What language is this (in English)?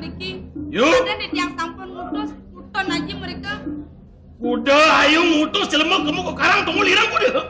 Balinese